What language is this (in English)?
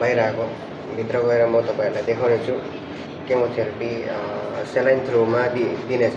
Nepali